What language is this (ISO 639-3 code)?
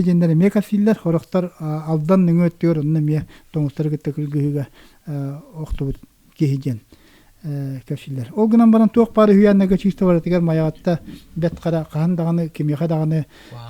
sah